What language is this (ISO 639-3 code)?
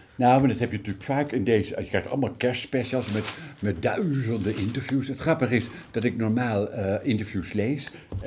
nld